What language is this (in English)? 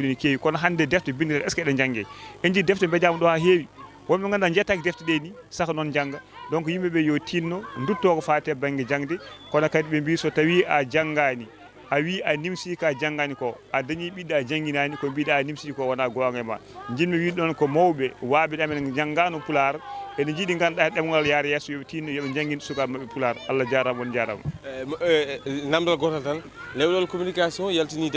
Fula